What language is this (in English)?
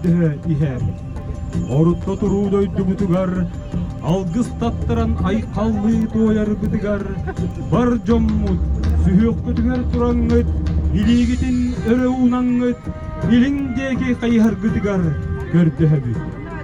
Yakut